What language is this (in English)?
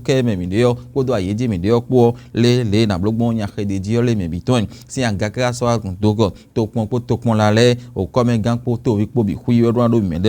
Fon